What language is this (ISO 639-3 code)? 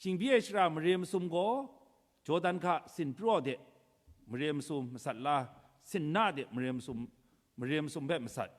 kac